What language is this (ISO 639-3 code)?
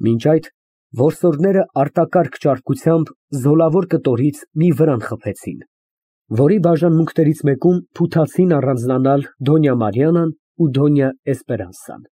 hye